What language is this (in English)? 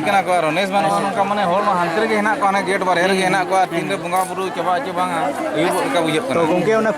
Santali